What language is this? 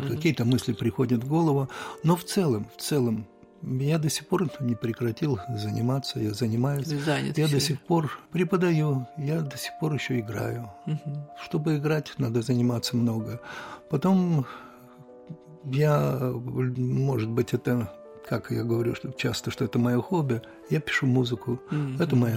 Russian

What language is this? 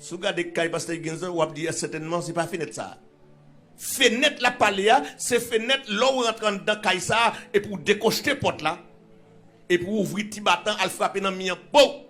Haitian Creole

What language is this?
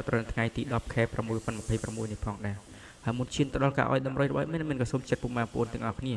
Khmer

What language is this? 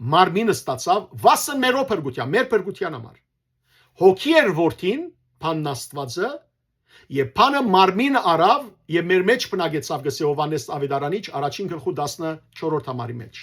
Western Armenian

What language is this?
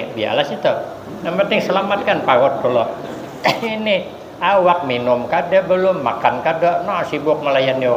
Banjar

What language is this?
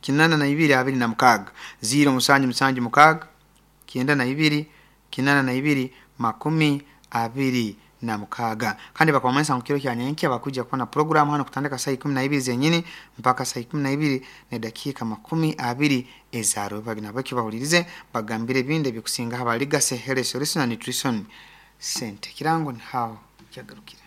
Nyankole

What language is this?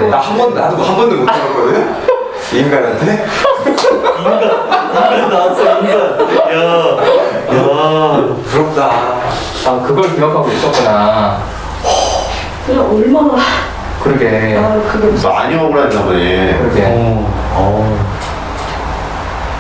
Korean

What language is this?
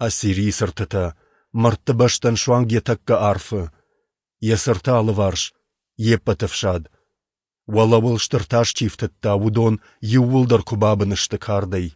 Ossetic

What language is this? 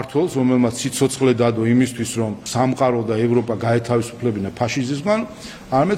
Georgian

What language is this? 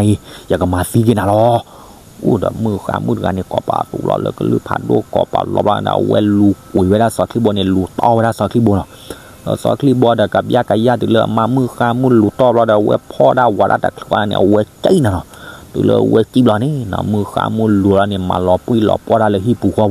S'gaw Karen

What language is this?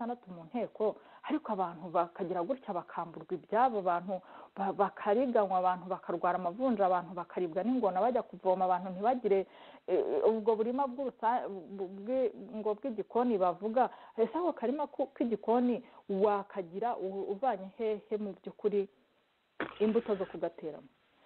Kinyarwanda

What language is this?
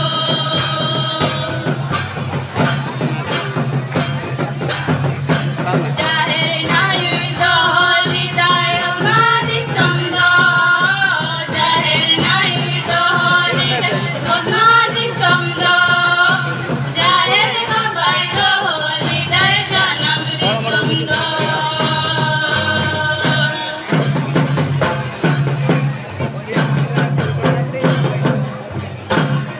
Bhojpuri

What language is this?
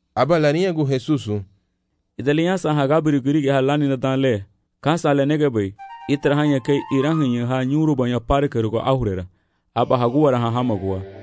Garifuna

